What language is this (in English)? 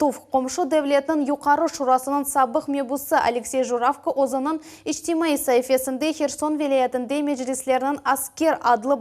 Crimean Tatar